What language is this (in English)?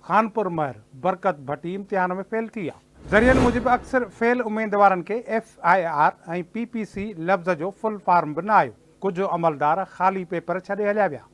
Sindhi